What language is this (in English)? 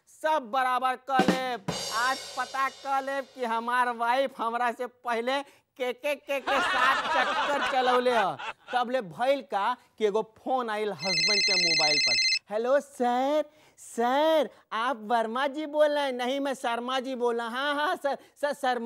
Bhojpuri